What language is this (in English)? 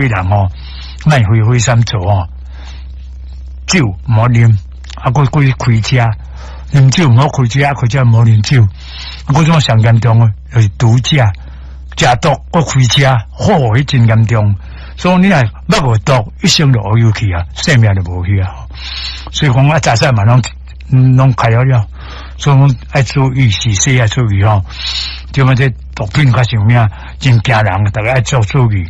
Min Nan Chinese